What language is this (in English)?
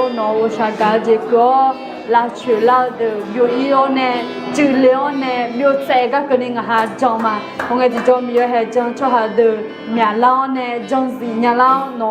Akha